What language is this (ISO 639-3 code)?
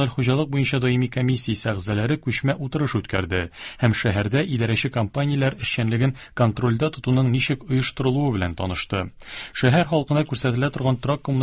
tat